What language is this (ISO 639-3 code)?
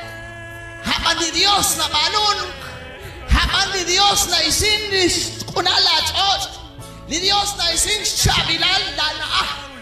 kek